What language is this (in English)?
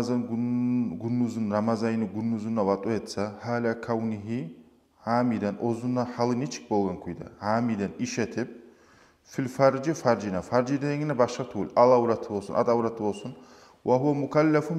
Kumyk